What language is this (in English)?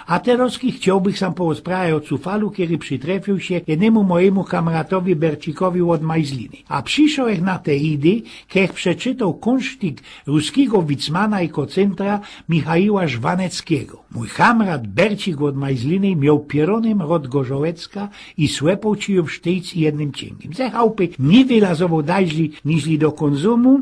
Silesian